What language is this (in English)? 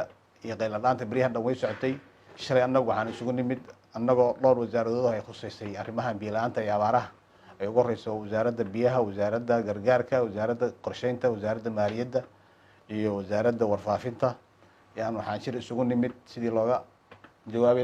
Somali